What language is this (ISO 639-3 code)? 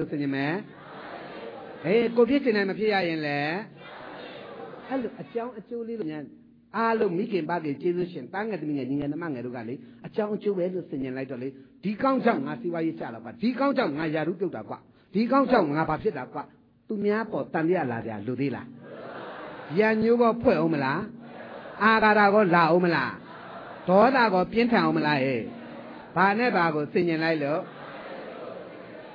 mya